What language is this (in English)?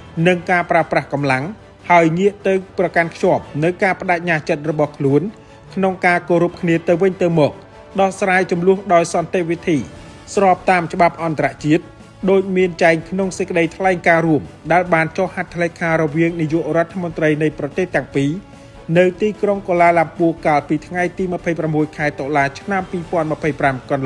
Khmer